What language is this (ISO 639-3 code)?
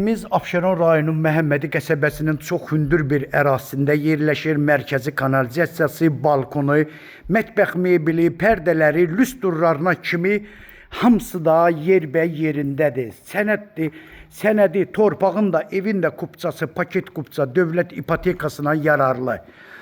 aze